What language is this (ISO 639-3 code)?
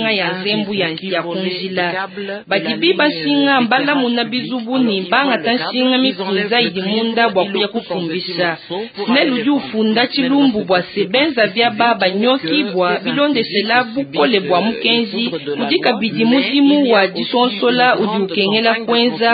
lua